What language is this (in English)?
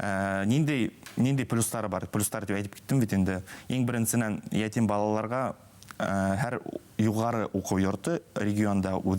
Bashkir